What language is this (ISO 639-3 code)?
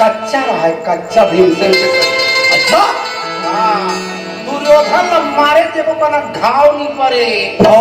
hne